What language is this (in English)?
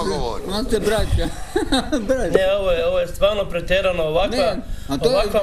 Croatian